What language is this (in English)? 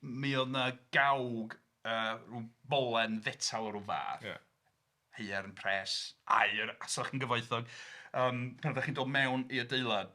Welsh